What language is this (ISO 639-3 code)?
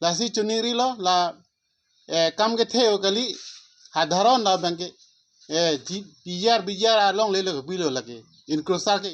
mjw